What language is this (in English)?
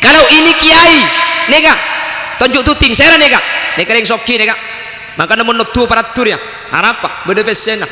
Madurese